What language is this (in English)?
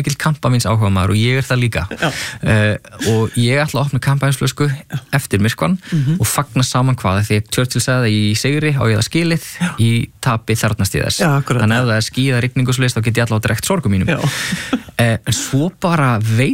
Icelandic